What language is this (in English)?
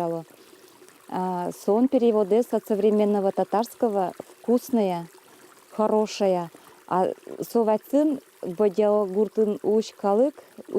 Udmurt